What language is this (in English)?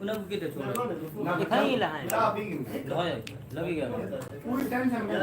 Saraiki